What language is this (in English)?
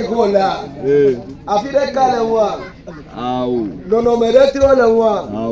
Ewe